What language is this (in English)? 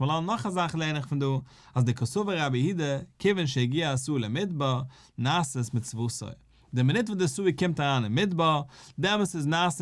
Yiddish